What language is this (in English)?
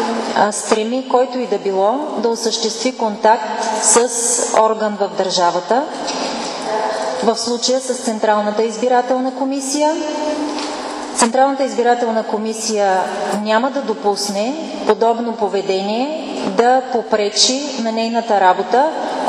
Bulgarian